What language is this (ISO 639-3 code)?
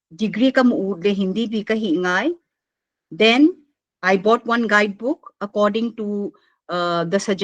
pck